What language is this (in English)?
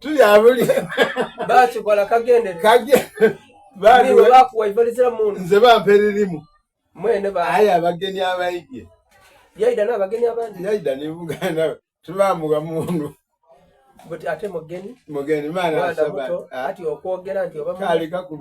Soga